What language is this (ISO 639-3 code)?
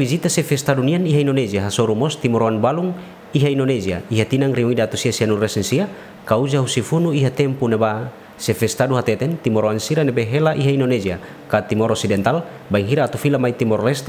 tet